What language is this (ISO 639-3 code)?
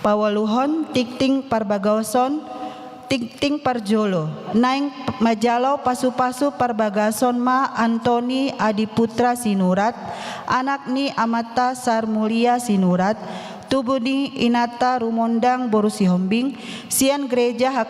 bbc